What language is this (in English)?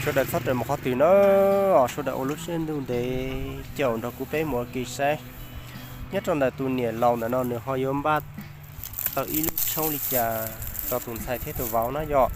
Hmong